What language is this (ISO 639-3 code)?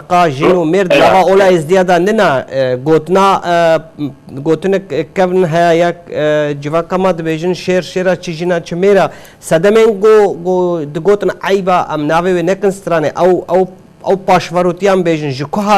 kur